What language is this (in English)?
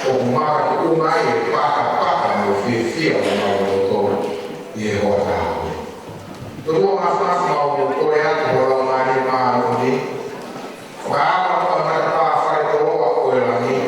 Tongan